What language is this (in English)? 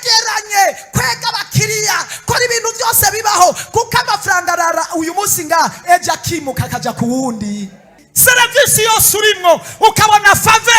Rundi